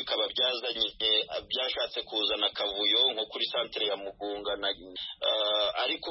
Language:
Kinyarwanda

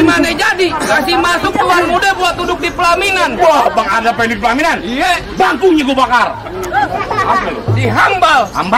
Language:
Betawi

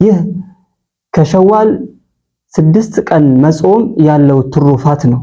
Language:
Amharic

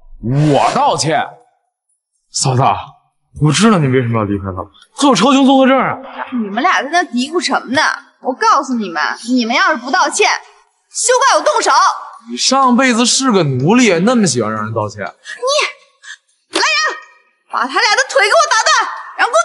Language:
Chinese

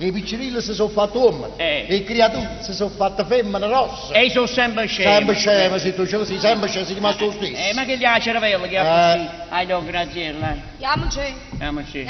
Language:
Neapolitan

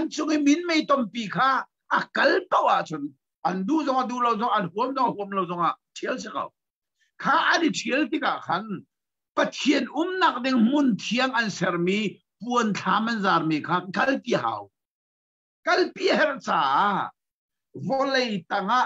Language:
Hakha Chin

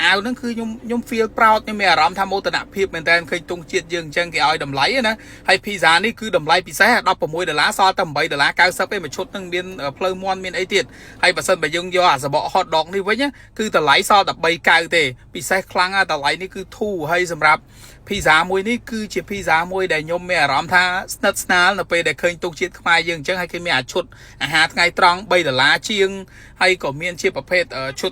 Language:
Khmer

